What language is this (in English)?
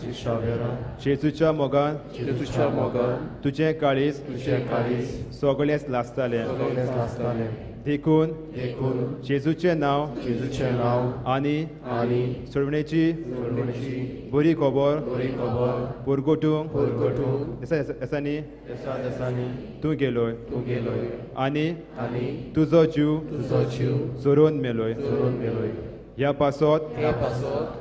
Konkani